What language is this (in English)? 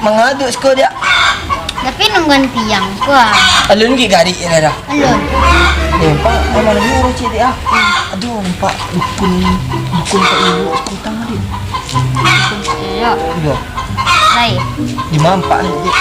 Minangkabau